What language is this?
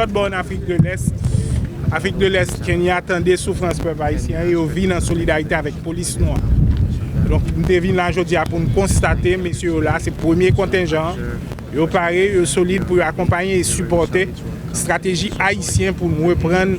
Haitian Creole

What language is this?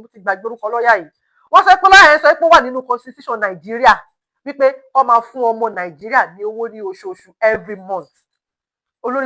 Yoruba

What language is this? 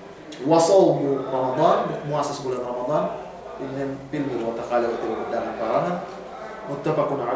Yakan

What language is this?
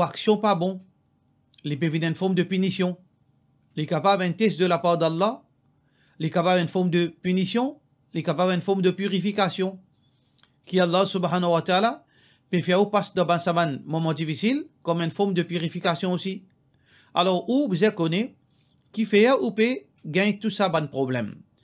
Morisyen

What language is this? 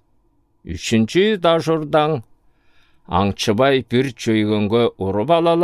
Southern Altai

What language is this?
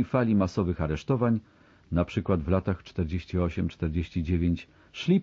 Polish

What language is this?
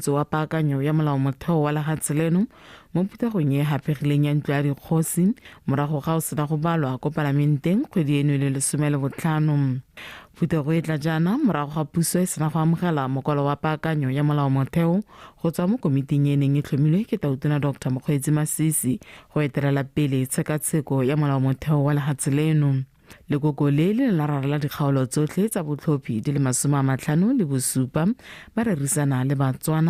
Tswana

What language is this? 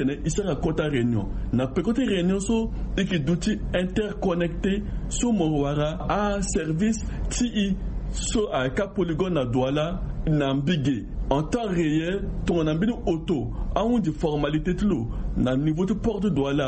Sango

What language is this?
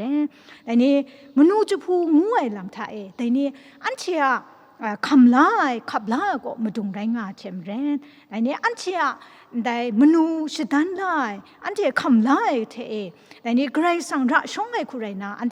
Kachin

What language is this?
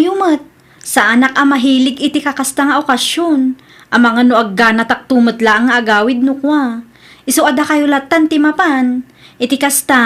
Iloko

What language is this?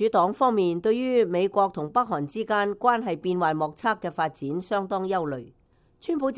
Cantonese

